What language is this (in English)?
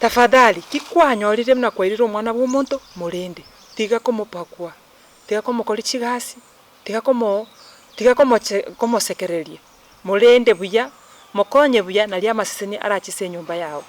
Gusii